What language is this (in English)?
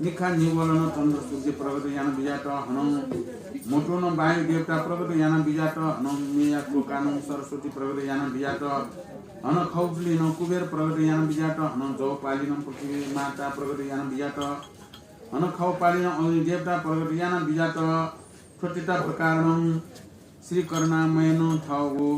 Newari